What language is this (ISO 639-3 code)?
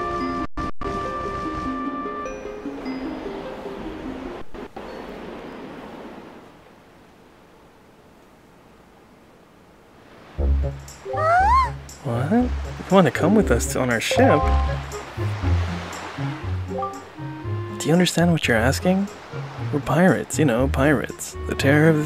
eng